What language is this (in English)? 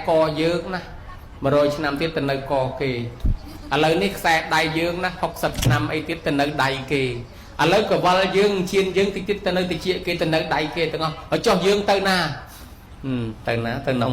Khmer